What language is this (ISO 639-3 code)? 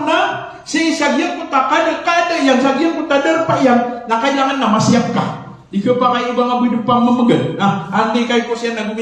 mrw